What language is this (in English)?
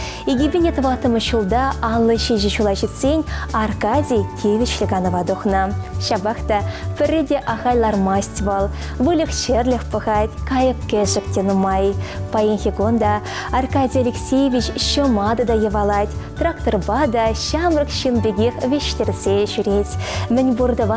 Chuvash